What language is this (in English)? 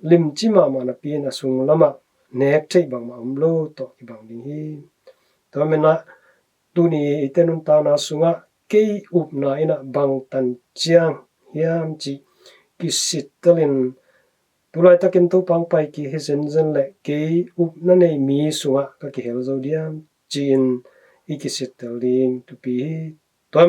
Tedim Chin